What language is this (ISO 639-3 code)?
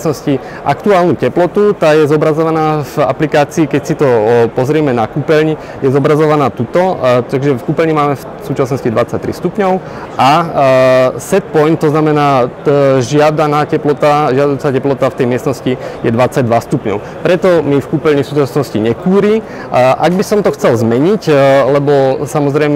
slk